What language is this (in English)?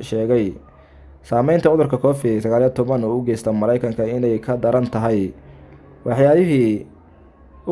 Somali